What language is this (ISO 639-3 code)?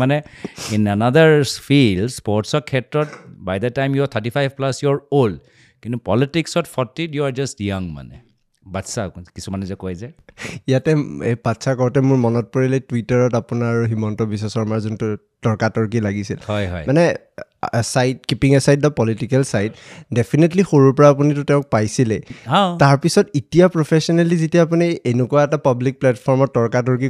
asm